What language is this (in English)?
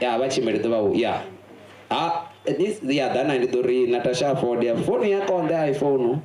Venda